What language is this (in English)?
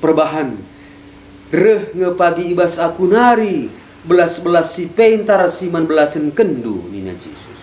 Batak Karo